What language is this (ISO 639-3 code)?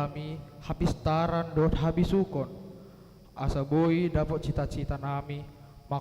bbc